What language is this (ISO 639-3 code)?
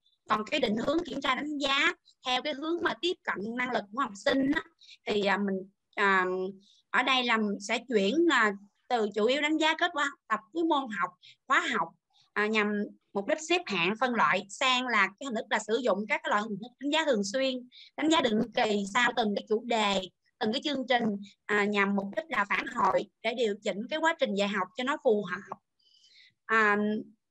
vie